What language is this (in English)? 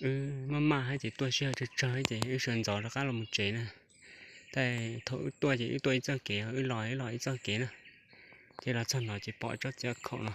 Hmong